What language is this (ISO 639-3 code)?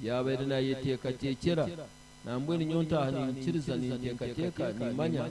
nyn